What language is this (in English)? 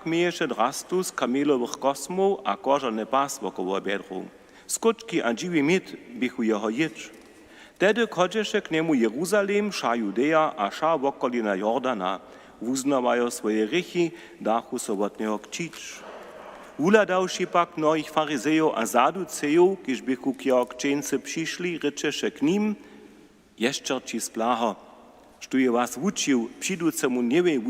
Upper Sorbian